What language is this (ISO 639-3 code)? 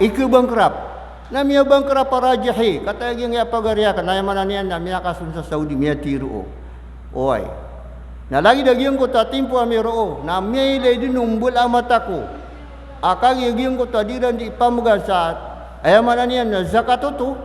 mrw